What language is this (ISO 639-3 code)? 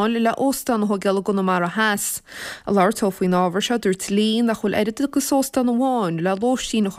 gle